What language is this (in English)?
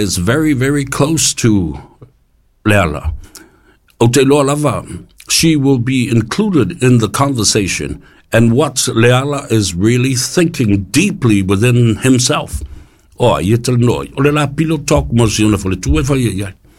Samoan